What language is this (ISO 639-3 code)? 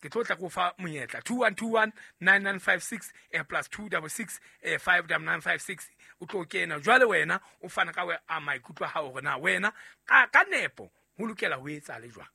sot